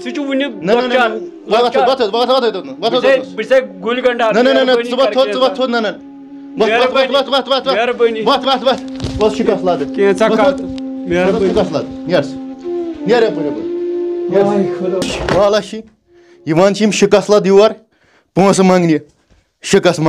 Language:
Kashmiri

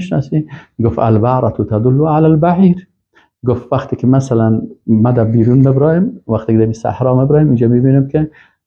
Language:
Persian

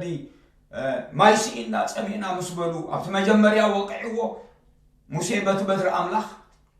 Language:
Tigrinya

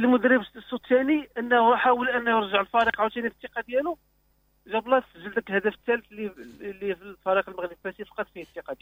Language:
Moroccan Arabic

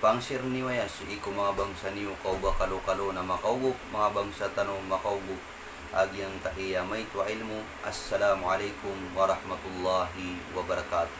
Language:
Maranao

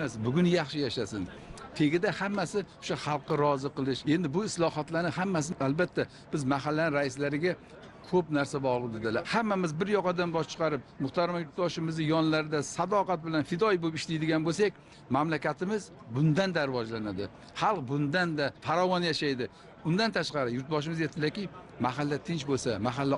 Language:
Uzbek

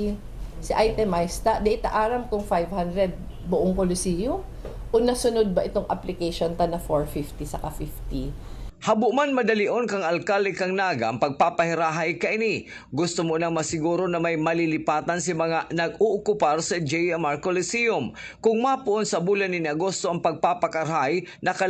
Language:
Bikol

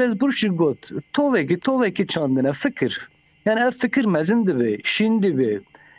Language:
Kurdish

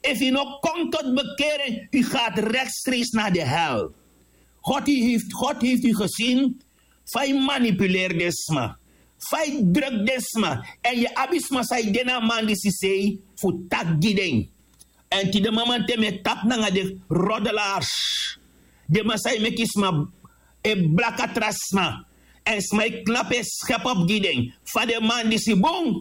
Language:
Sranan Tongo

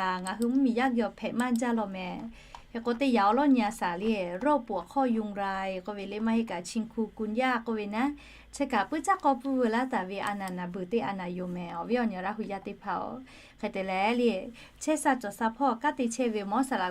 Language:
Lahu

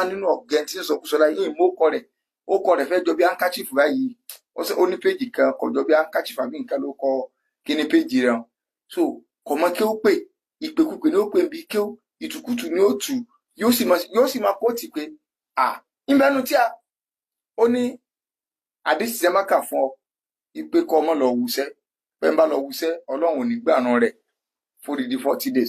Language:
Yoruba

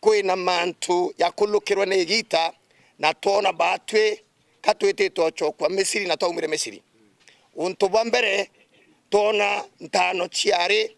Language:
Meru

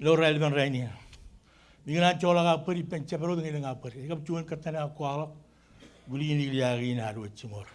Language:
Marshallese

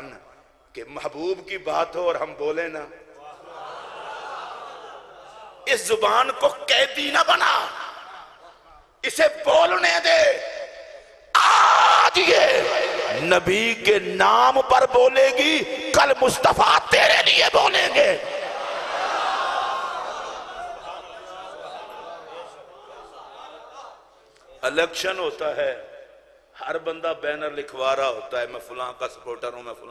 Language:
Urdu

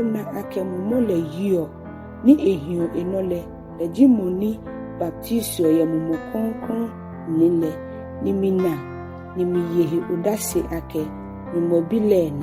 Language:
Ga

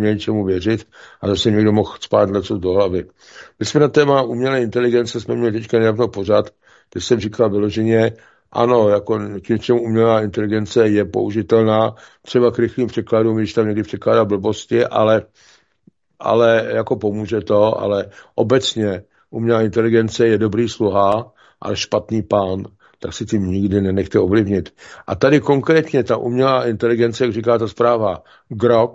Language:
Czech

